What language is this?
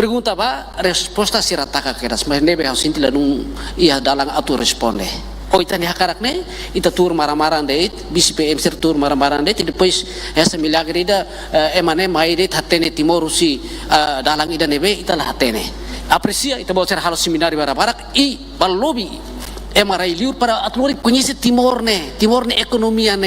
Tetum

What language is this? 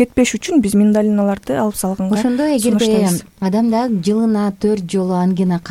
Kyrgyz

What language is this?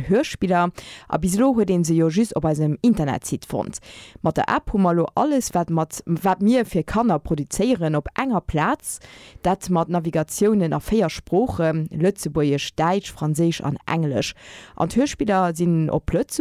Luxembourgish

